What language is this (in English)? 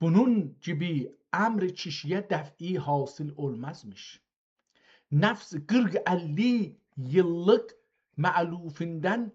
South Azerbaijani